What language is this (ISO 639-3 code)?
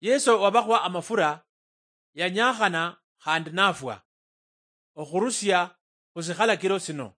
luy